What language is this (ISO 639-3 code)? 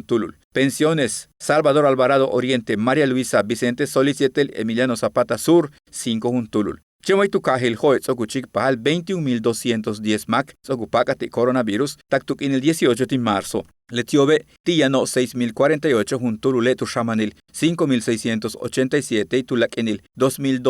yua